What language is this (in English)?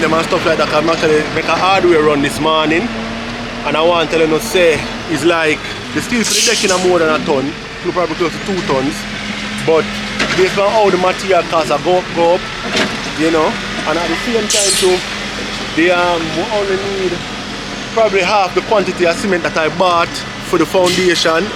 Jamaican Creole English